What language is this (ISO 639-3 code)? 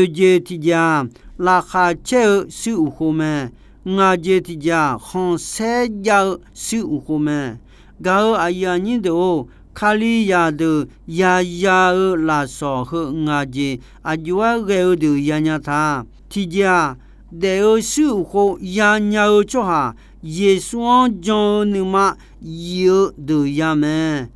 ahk